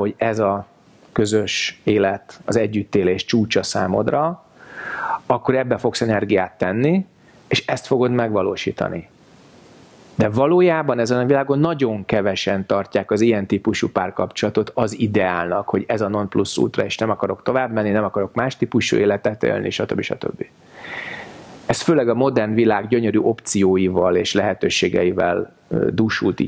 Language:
Hungarian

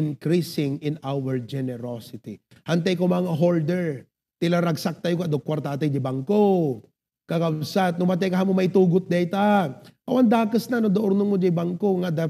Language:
Iloko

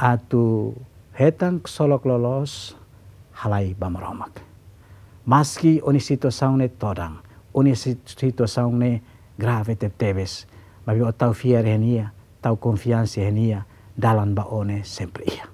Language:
Tetum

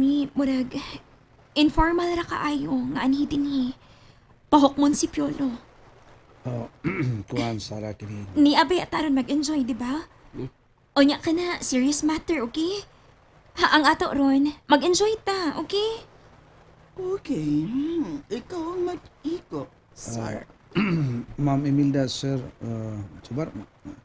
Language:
Cebuano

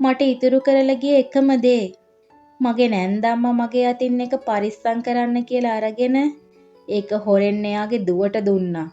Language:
Sinhala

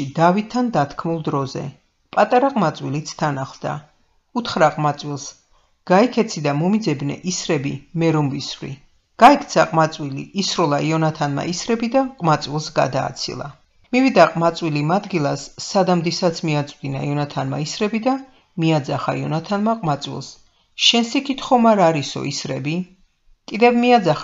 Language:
Georgian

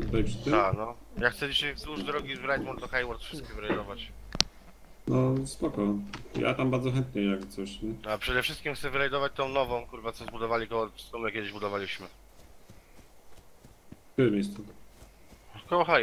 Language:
Polish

